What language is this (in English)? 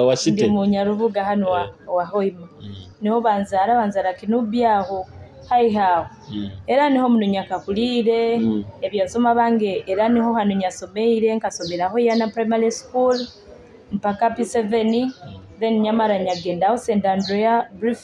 Nyoro